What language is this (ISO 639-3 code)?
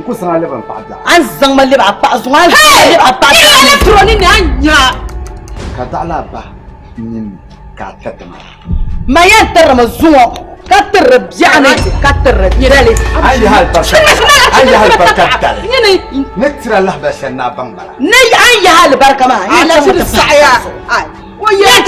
dag